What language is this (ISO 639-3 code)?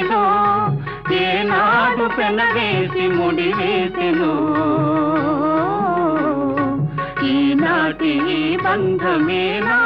tel